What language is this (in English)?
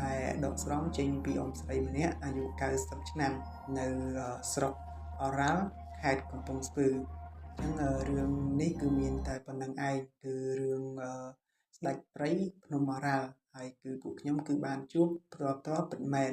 Khmer